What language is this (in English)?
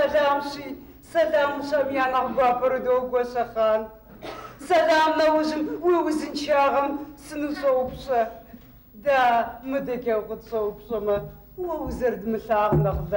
Kabardian